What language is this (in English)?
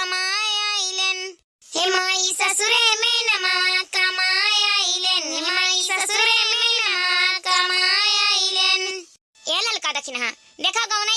Awadhi